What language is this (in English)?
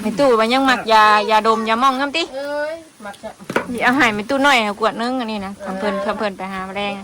Northeastern Thai